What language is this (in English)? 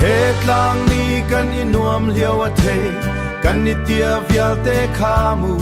Hakha Chin